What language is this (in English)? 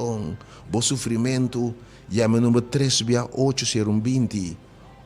Papiamento